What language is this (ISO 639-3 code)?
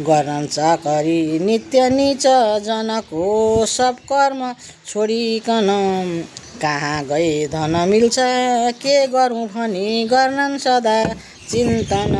nep